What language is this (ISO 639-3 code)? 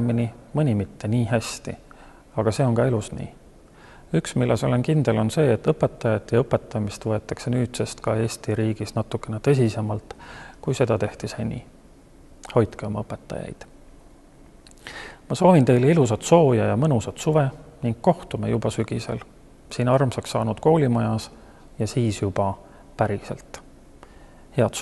est